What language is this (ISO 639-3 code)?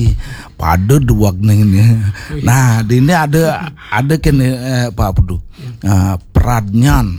ban